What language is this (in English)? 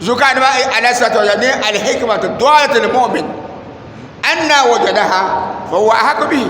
Dagbani